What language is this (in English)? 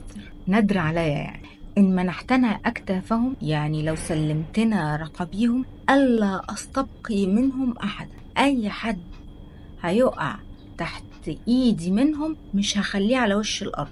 Egyptian Arabic